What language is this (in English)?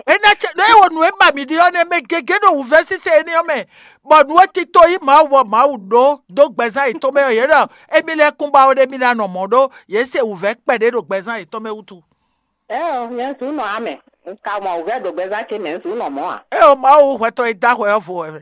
Fon